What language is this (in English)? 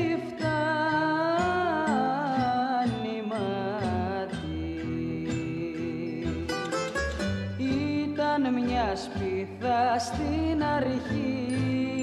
Greek